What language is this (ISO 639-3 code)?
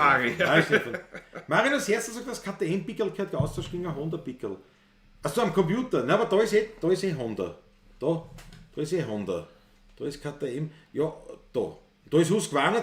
bar